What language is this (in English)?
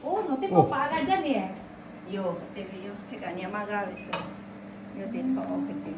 Lahu